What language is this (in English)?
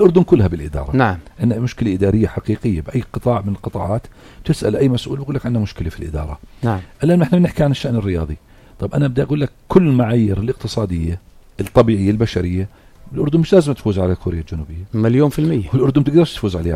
North Levantine Arabic